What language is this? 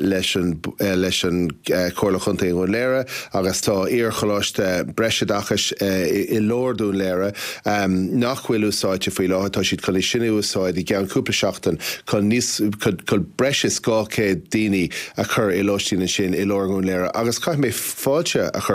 Irish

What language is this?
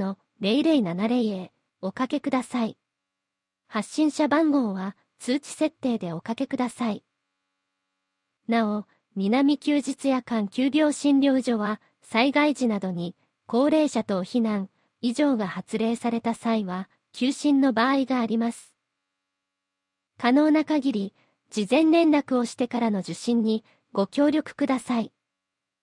Japanese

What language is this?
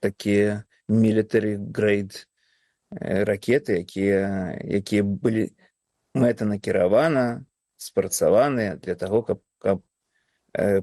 Belarusian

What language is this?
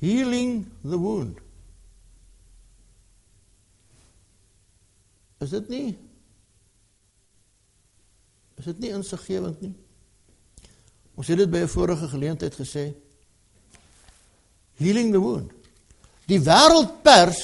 Afrikaans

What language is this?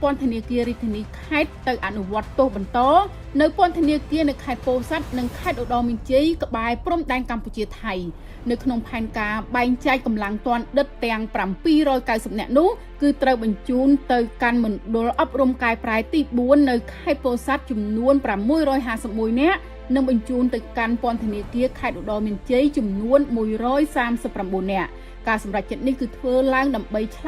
Khmer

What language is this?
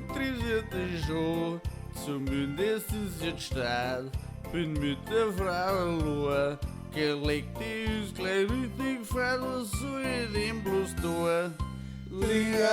Bavarian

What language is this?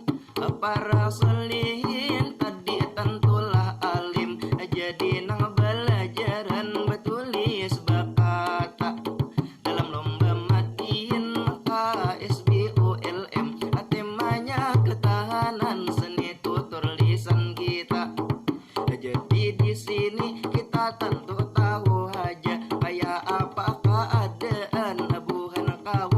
Banjar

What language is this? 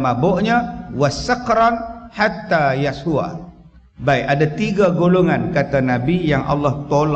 Malay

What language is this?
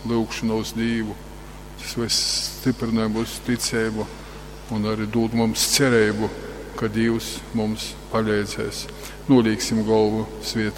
Latgalian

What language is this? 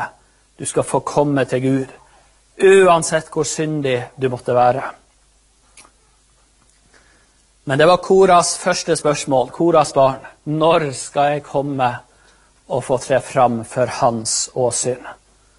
Norwegian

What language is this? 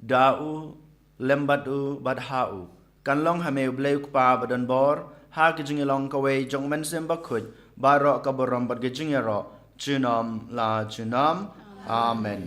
Khasi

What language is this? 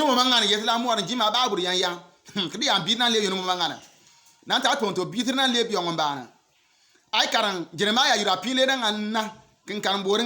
Bimoba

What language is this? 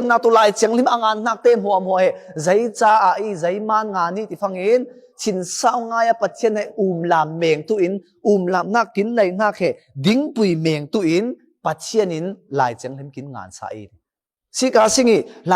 Falam Chin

